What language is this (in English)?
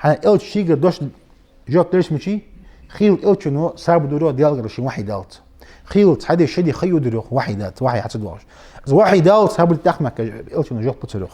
Ingush